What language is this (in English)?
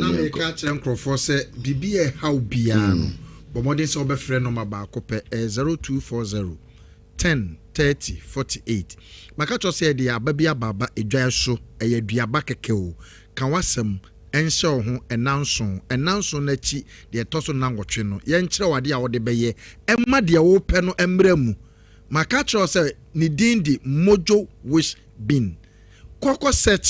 Akan